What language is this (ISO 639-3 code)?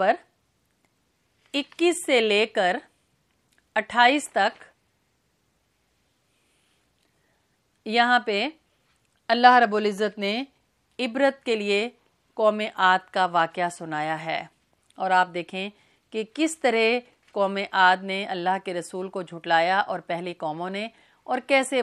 urd